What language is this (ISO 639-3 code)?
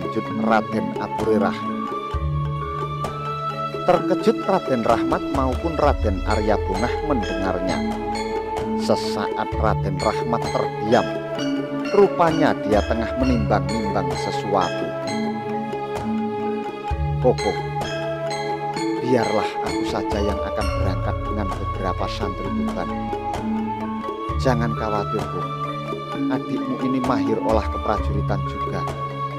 ind